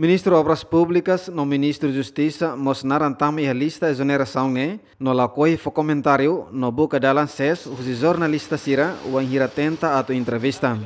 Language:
Tetum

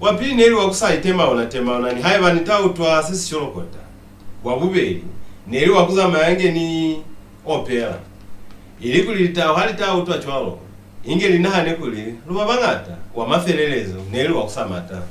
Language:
Lozi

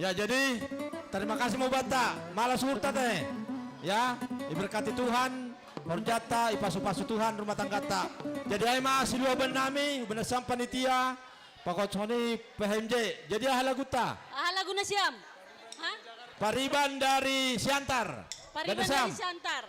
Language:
Batak Simalungun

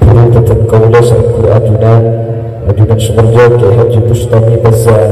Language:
Madurese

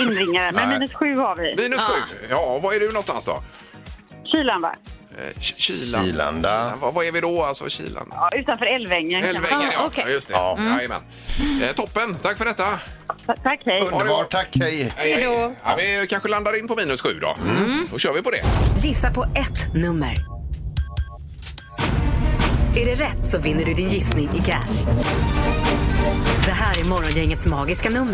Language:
Swedish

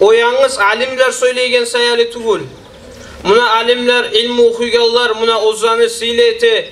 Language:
Kumyk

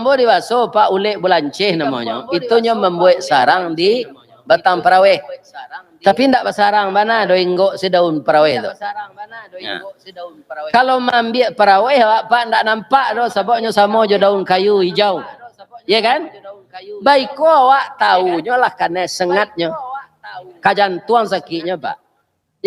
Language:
Minangkabau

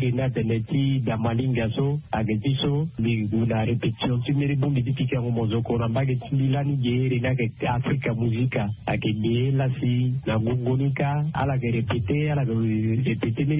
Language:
Sango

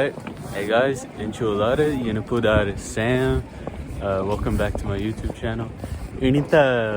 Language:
Tulu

